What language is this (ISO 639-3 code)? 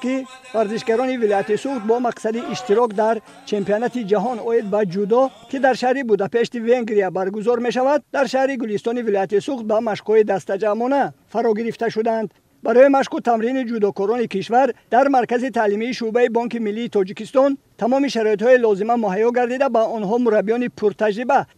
tgk